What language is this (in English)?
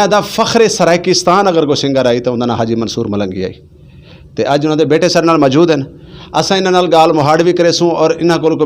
Saraiki